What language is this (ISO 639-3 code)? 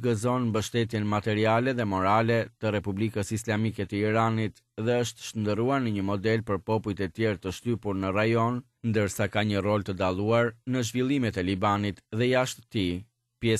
sqi